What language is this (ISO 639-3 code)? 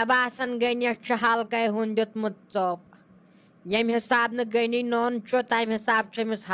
kas